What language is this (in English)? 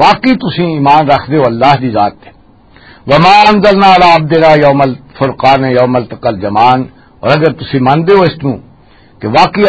Western Panjabi